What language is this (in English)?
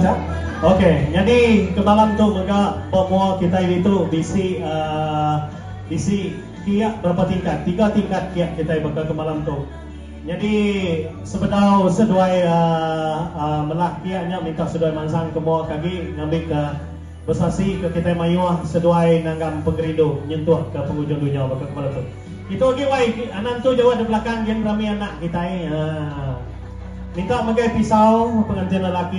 Iban